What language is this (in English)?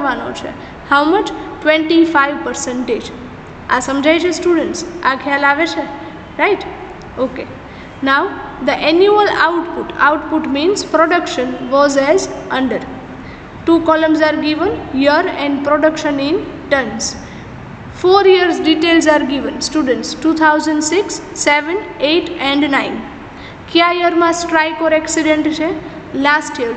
Gujarati